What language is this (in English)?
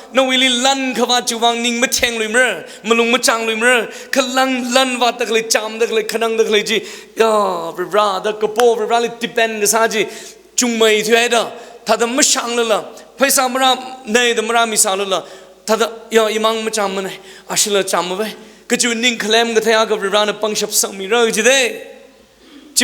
Tangkhul Naga (India)